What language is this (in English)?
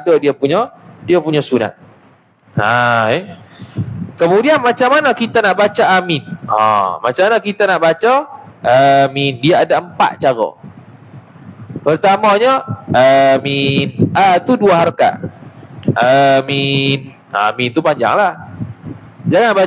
Malay